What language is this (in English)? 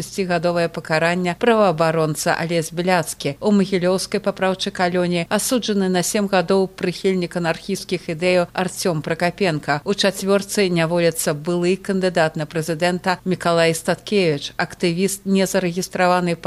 Belarusian